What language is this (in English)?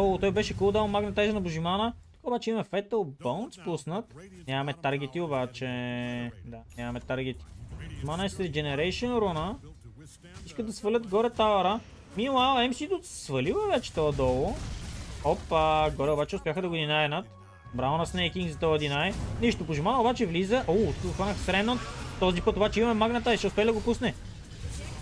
Bulgarian